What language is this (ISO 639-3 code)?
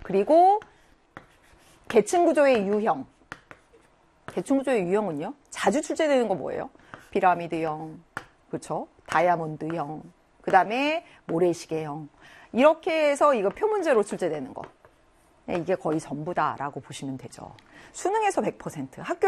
kor